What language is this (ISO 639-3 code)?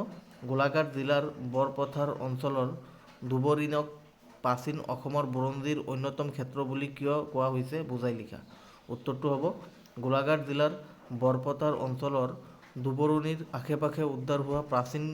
asm